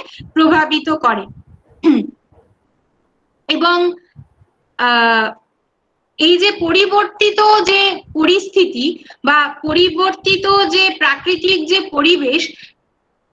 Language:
Bangla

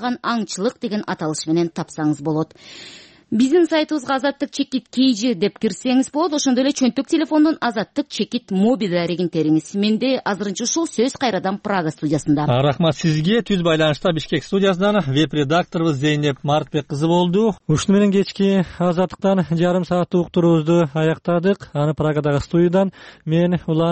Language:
Kyrgyz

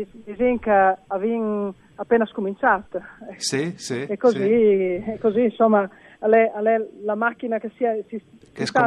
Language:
Friulian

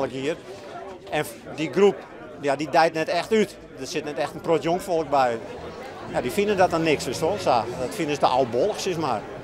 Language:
Western Frisian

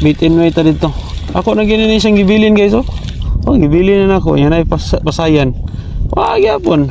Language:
Cebuano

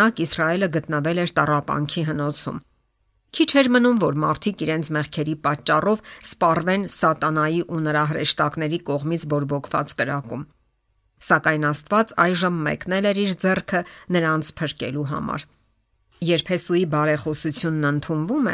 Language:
Armenian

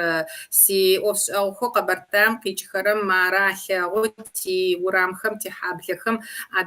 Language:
Kabardian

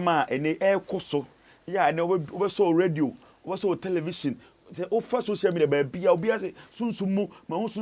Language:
Akan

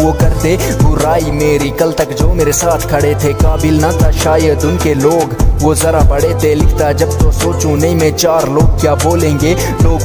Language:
Hindi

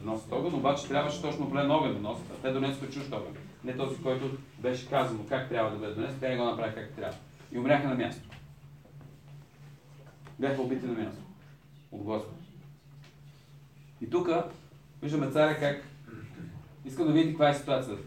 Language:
Bulgarian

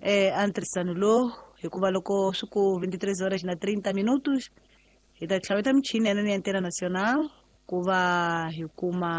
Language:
Tsonga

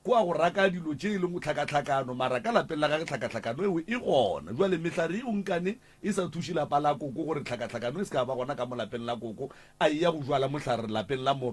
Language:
Northern Sotho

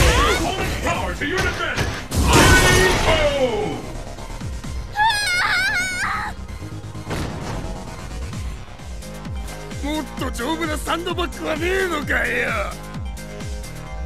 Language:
English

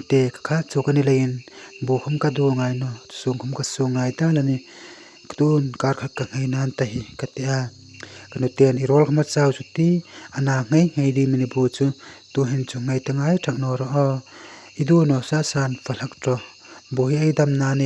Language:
Hmar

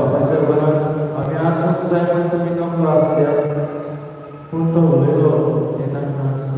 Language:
Konkani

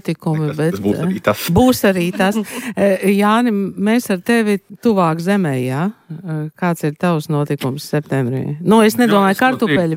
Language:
Latvian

